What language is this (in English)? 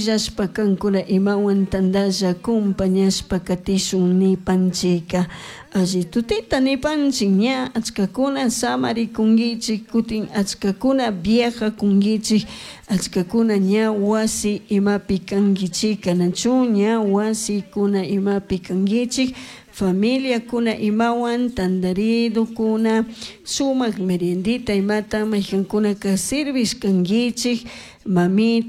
Chimborazo Highland Quichua